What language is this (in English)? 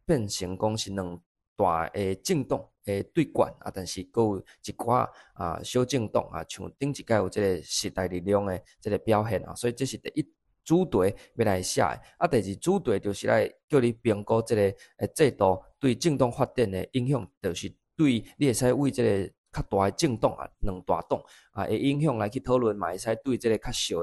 Min Nan Chinese